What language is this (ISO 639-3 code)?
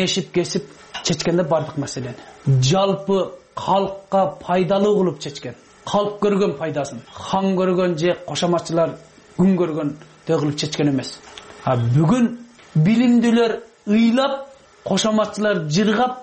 kir